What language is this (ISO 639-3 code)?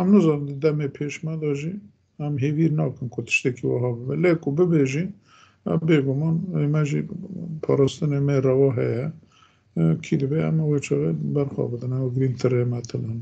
kur